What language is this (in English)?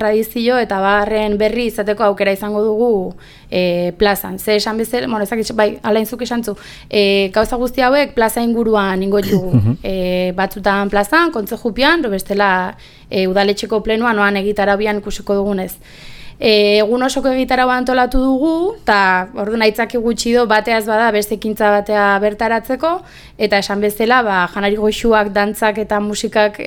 Basque